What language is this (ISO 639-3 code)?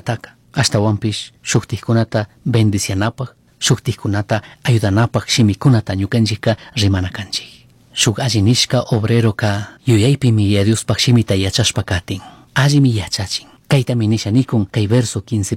qug